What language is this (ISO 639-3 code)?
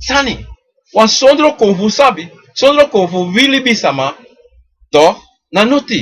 srn